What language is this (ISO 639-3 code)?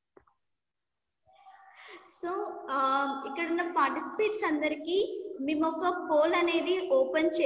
tel